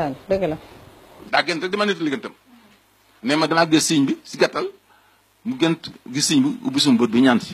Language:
Wolof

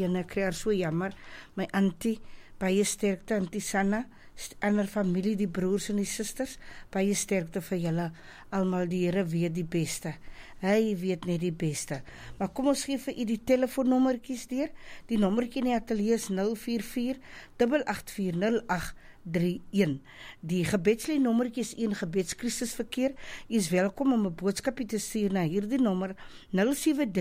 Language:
Afrikaans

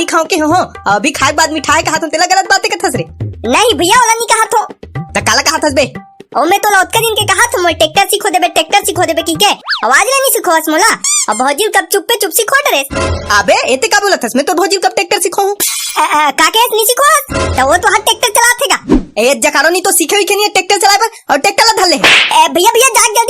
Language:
Chhattisgarhi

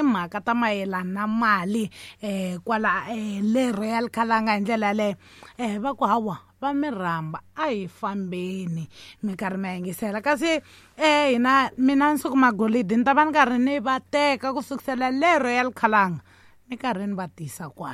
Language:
Tsonga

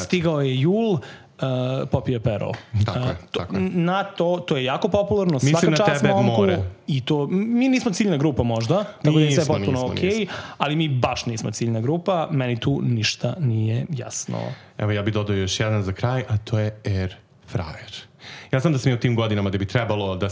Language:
Serbian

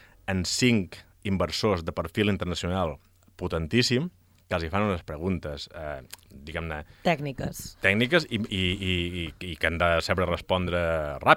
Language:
Catalan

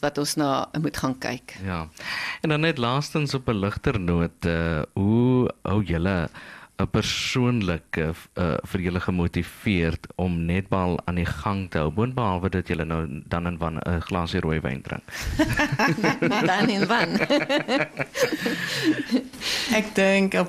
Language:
Afrikaans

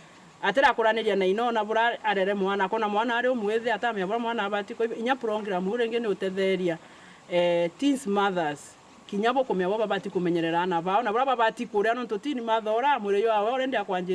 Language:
Meru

